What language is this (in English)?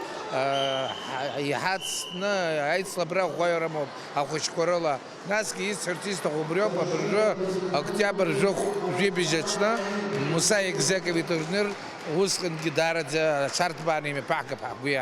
Abkhazian